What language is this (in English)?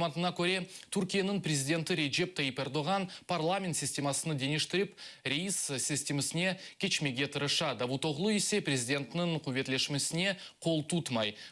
Crimean Tatar